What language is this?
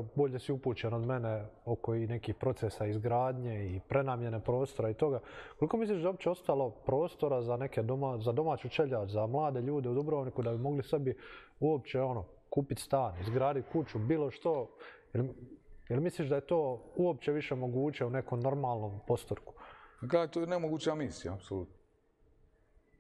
Croatian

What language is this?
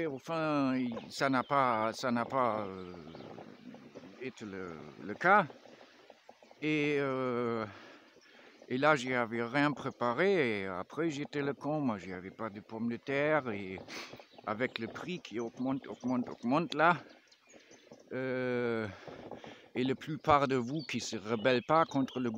French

